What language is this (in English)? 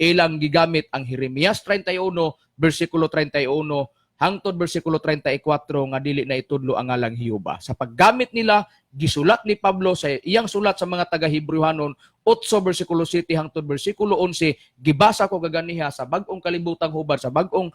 Cebuano